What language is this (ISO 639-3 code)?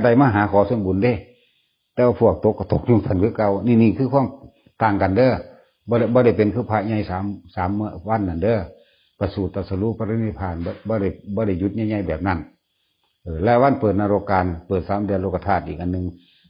tts